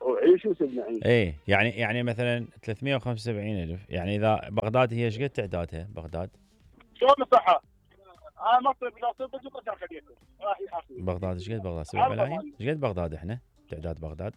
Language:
Mesopotamian Arabic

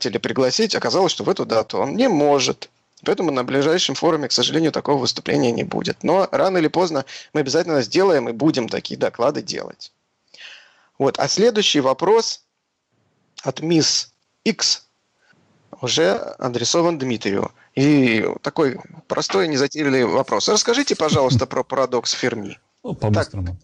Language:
Russian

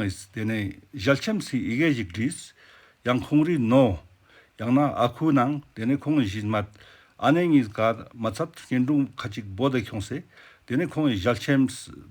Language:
Ladakhi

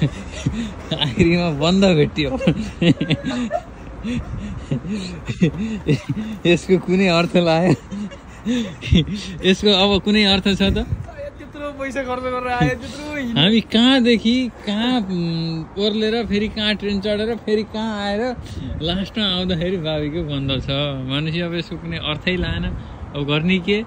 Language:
Nepali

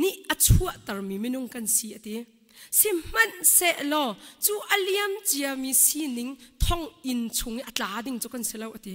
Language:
Hakha Chin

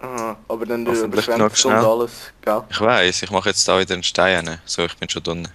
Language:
Swiss German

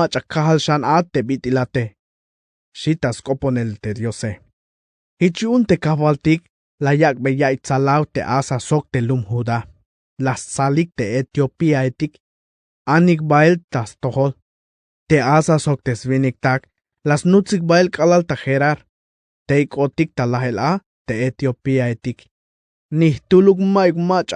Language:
Tzeltal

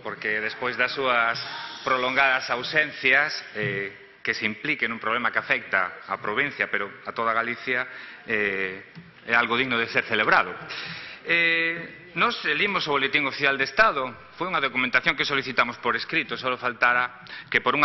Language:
Galician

